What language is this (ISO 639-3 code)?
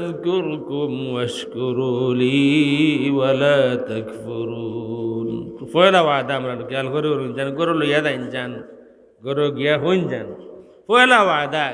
syl